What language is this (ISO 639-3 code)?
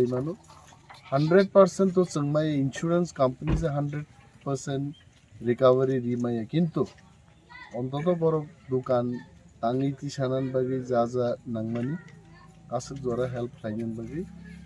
trp